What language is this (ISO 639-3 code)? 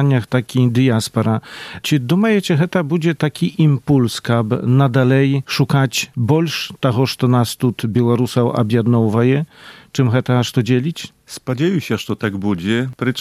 bel